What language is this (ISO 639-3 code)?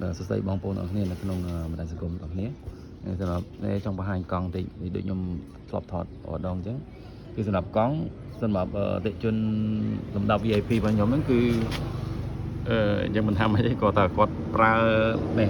khm